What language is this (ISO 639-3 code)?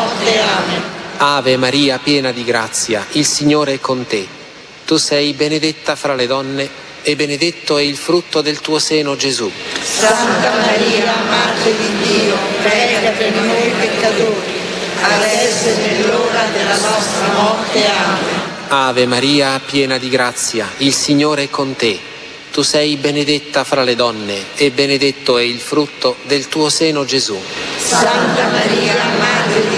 ita